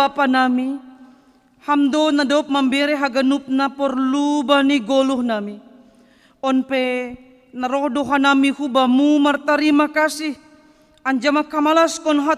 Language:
Batak Simalungun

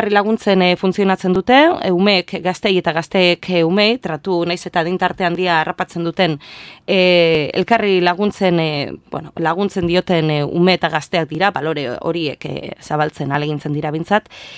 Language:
Basque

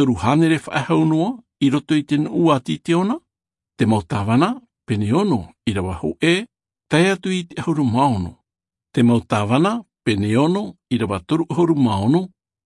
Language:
Tahitian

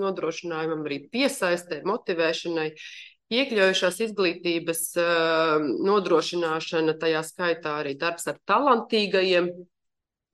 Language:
Latvian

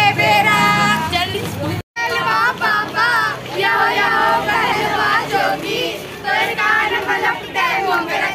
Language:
Chhattisgarhi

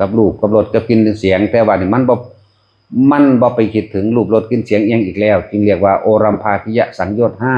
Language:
Northeastern Thai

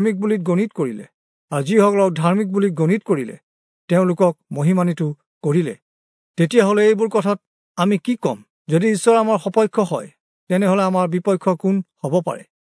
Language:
Assamese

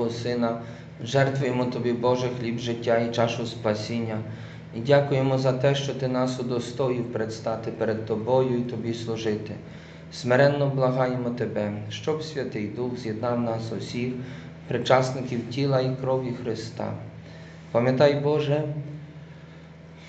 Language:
Ukrainian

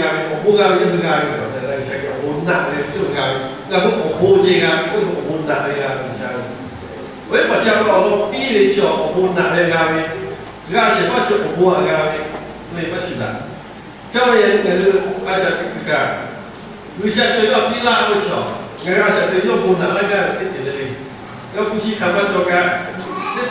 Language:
Lahu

